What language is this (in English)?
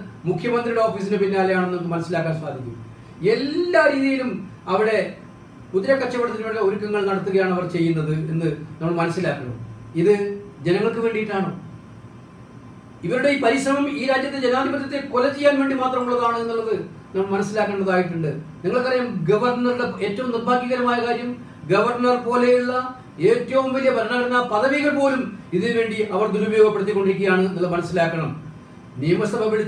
Malayalam